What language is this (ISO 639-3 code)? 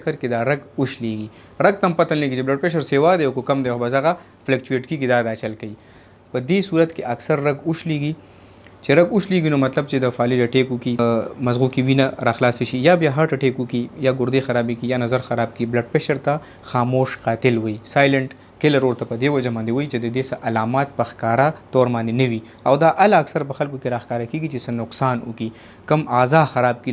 pus